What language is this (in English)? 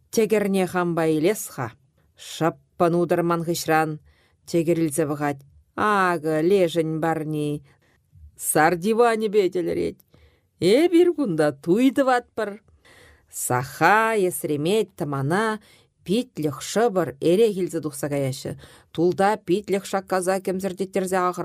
Chuvash